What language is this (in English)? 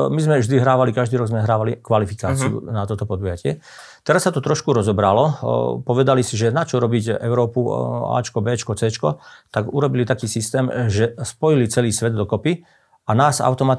Slovak